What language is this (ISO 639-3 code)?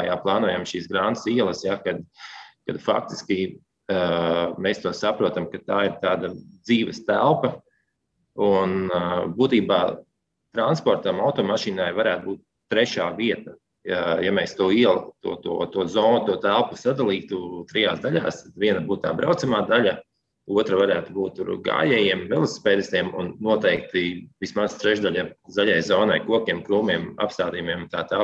lav